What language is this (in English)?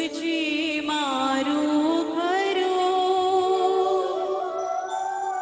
Gujarati